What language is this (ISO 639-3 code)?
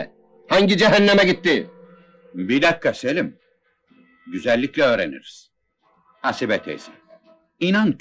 tur